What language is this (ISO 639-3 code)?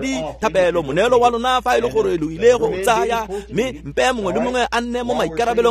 tsn